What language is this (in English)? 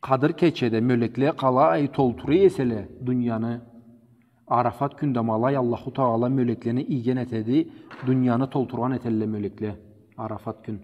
Karachay-Balkar